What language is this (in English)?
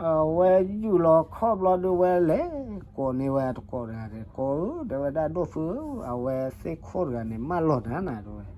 S'gaw Karen